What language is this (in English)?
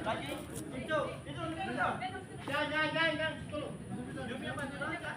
Ambonese Malay